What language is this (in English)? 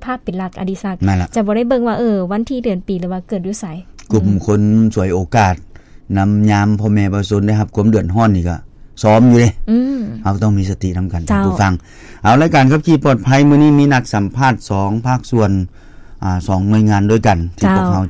Lao